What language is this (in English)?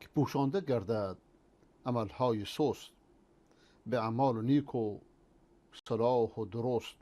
Persian